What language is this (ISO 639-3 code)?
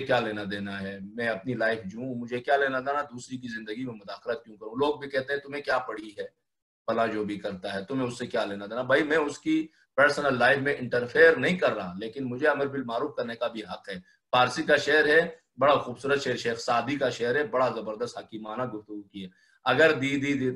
urd